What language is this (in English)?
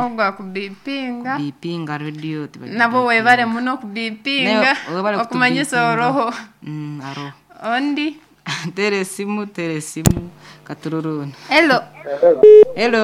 Nyankole